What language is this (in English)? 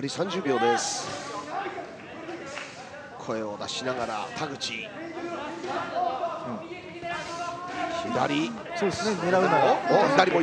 Japanese